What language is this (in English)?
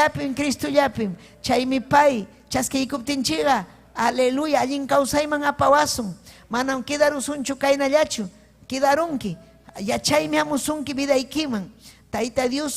Ayacucho Quechua